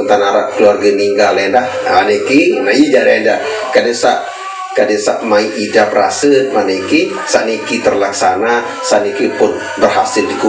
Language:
Sasak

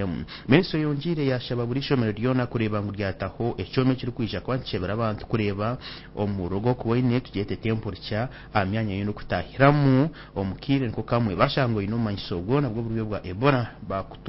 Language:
Nyankole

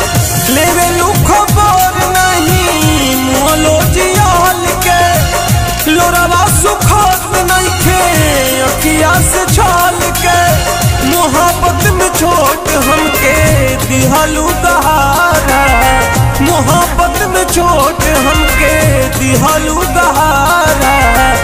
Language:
Bhojpuri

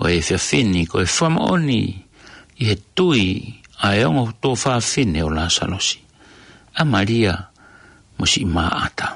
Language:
Tongan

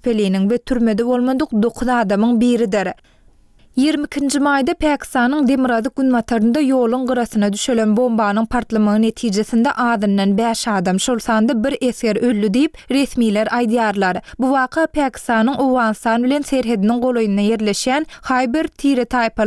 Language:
Turkmen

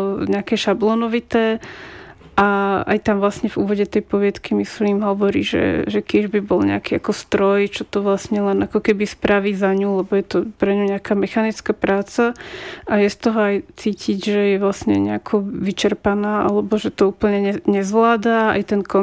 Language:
Slovak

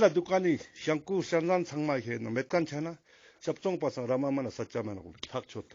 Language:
Ladakhi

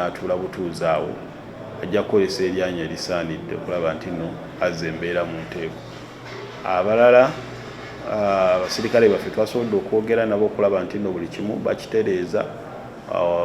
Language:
Ganda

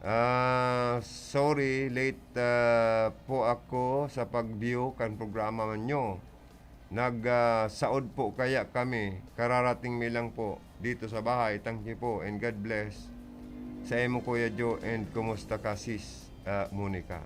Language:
Bikol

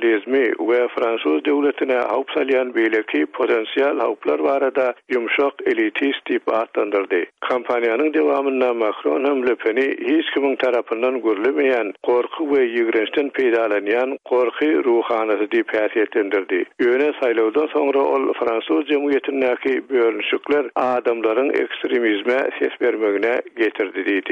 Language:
Turkmen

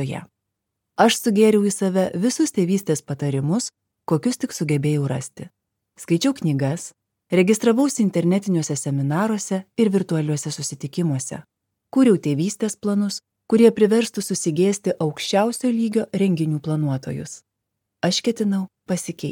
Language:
Lithuanian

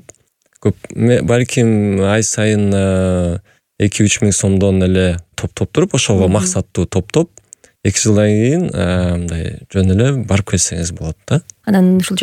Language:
Kyrgyz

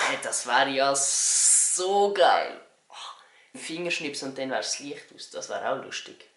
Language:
Swiss German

